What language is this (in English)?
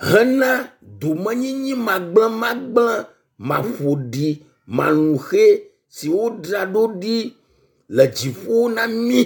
Ewe